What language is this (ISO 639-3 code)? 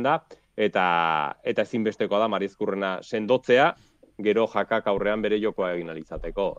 eus